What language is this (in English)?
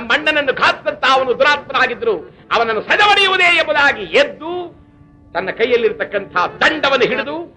Kannada